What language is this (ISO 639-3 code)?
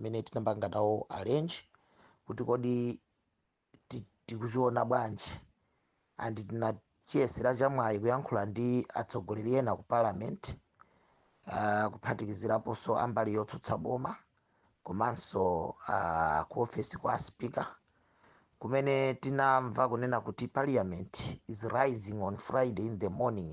nya